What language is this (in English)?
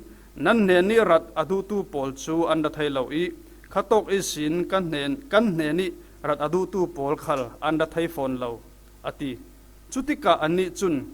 Falam Chin